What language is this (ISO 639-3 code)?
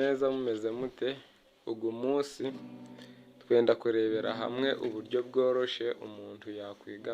kin